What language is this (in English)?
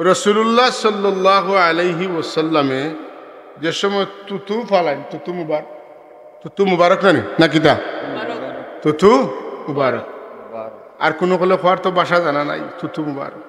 Sylheti